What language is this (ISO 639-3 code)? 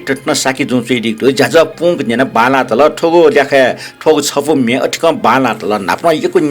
new